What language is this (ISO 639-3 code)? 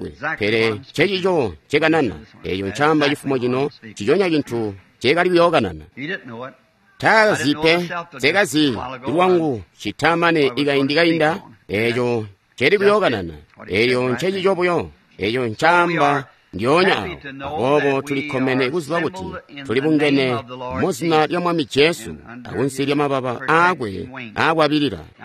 toi